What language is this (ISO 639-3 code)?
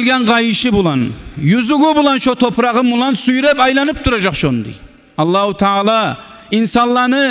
kum